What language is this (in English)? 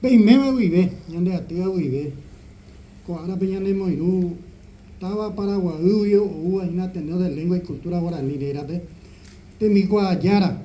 Guarani